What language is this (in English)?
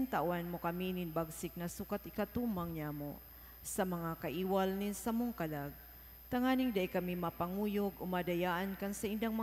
Bikol